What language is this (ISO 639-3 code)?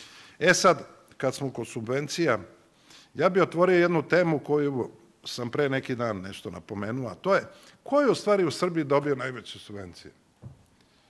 srp